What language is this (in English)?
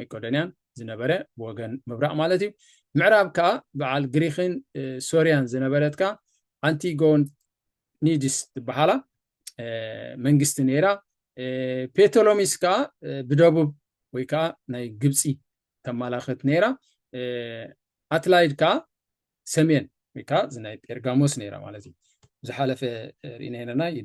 Tigrinya